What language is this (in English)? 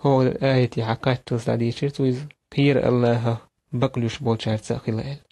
Chechen